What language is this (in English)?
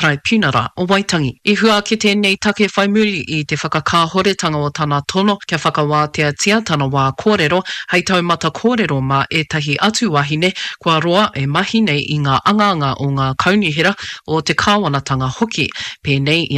Māori